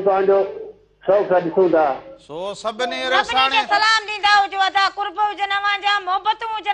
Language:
Sindhi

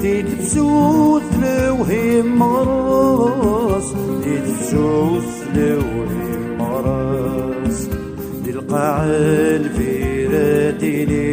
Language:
Kabyle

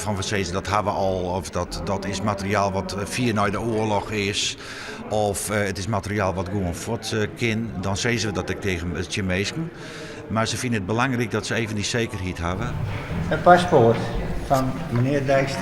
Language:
Western Frisian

